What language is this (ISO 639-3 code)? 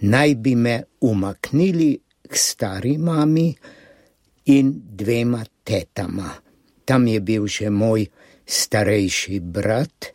slv